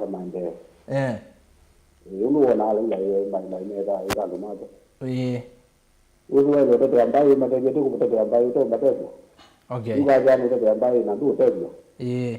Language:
Kamba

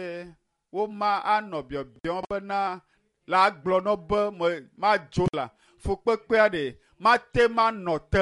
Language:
Ewe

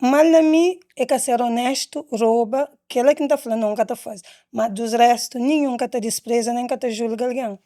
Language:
Kabuverdianu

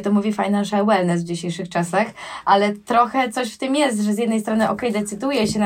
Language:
Polish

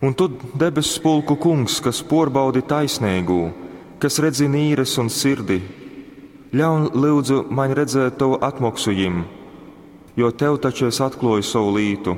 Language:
Latgalian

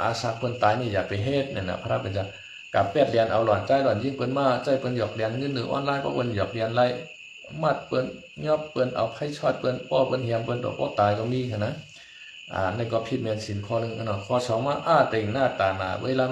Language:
Shan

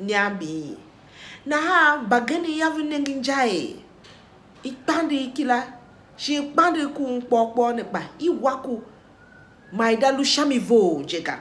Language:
Tiv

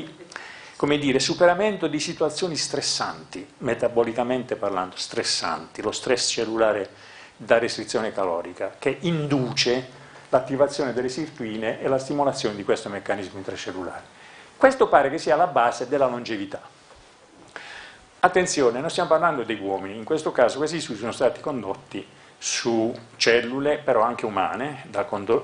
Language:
Italian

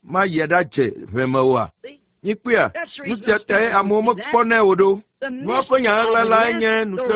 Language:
Ewe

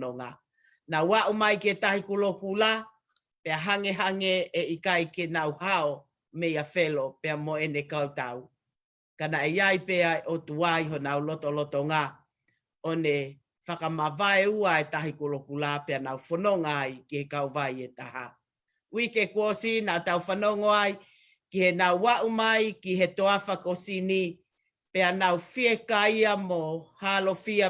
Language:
Tongan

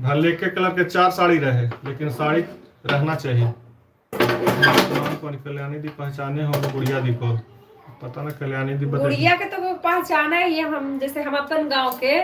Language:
Magahi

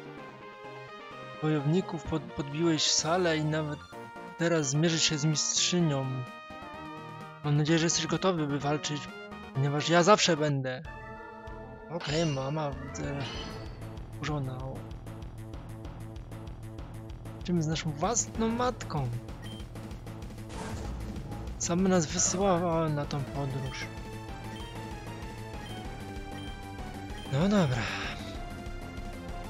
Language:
Polish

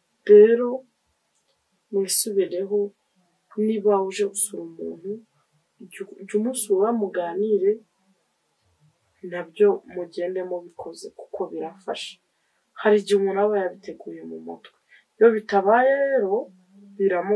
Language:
Kinyarwanda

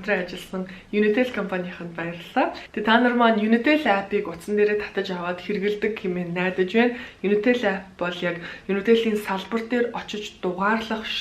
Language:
Mongolian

